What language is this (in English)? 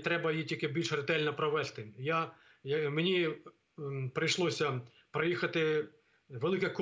Ukrainian